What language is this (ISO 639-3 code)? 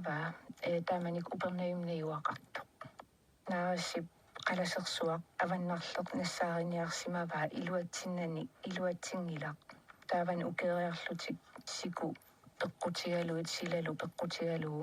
kal